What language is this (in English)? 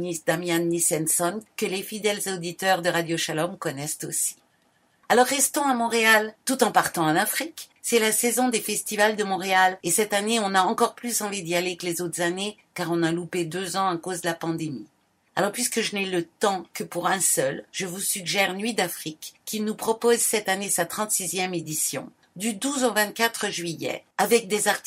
French